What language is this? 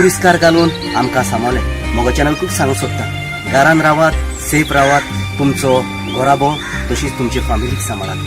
Konkani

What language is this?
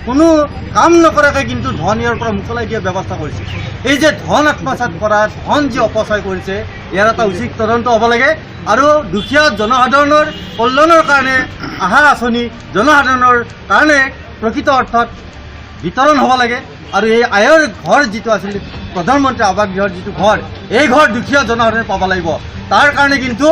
Assamese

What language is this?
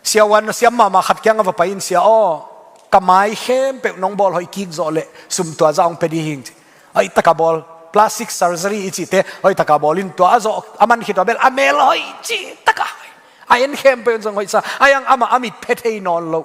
Tedim Chin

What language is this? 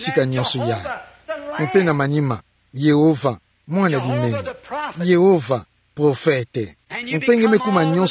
Kituba (Democratic Republic of Congo)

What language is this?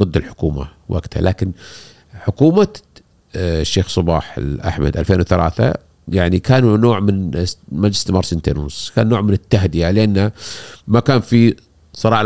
Gulf Arabic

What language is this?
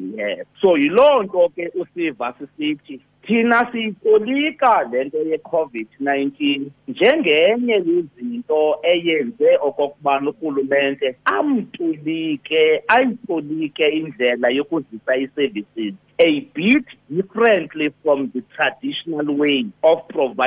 Xhosa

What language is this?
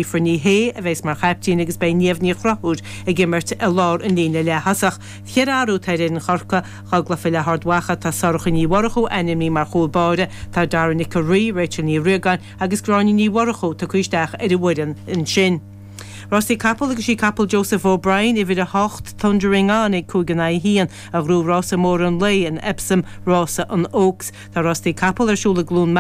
Irish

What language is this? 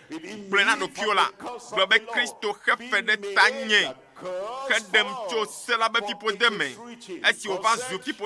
Ewe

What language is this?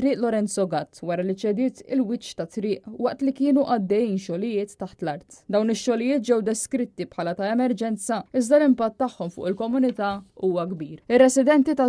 Maltese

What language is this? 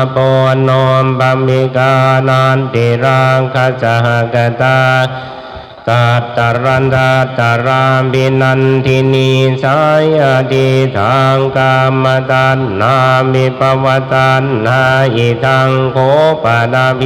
Pali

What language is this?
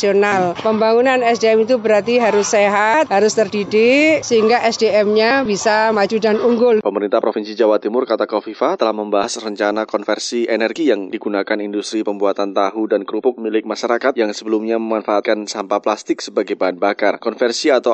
Indonesian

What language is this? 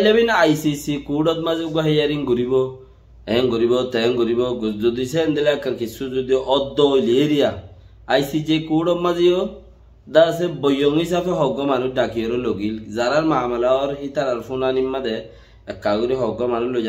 Rohingya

